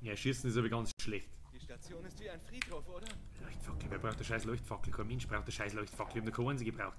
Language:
Bavarian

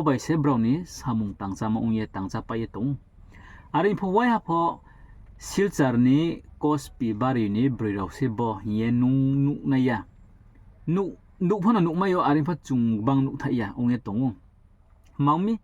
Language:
Riang (India)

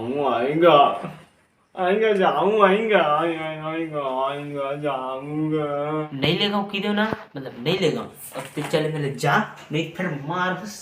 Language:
Chhattisgarhi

